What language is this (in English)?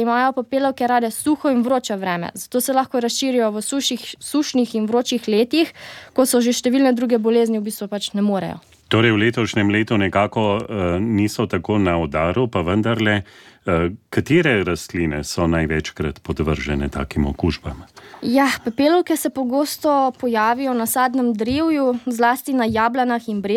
Slovenian